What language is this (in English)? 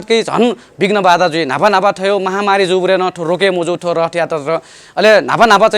Newari